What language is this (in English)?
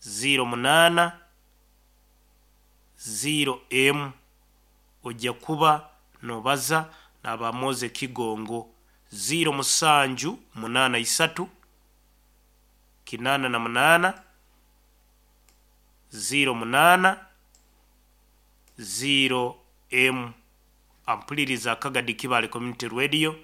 Nyoro